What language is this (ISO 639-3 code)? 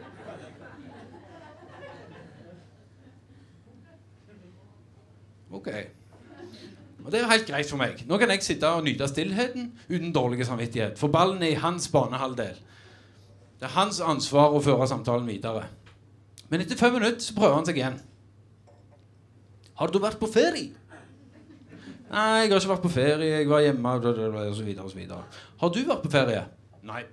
nor